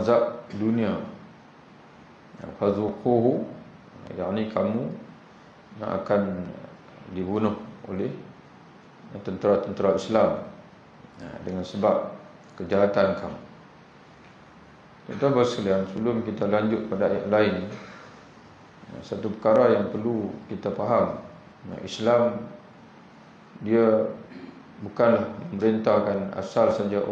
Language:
Malay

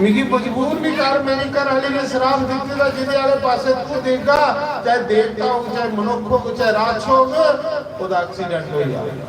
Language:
Dogri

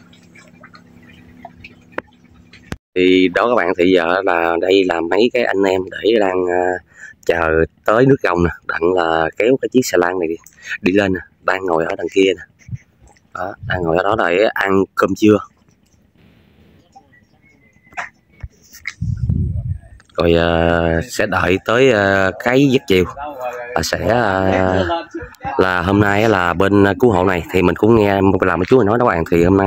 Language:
Vietnamese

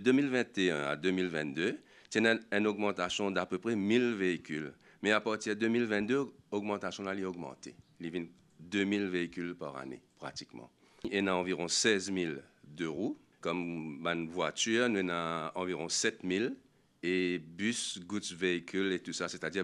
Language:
Morisyen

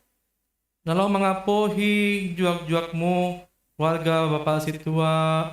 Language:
Batak Simalungun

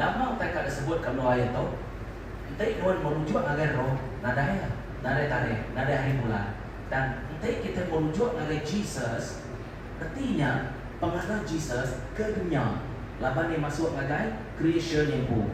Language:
Iban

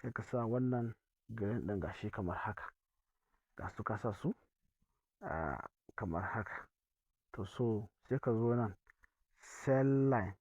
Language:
Hausa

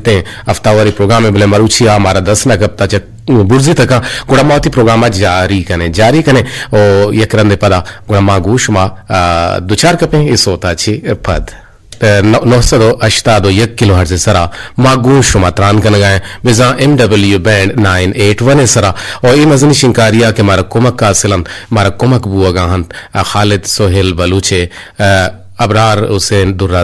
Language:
Eastern Balochi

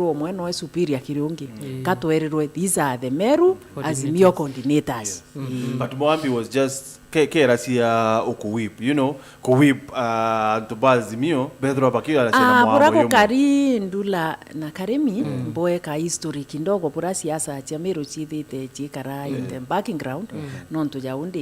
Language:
Meru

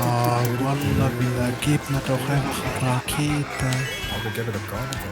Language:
Swiss German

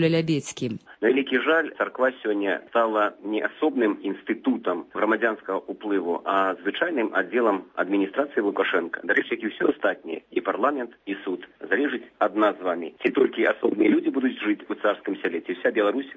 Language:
Belarusian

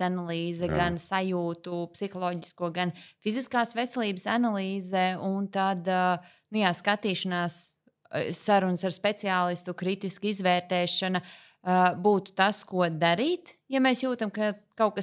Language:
Latvian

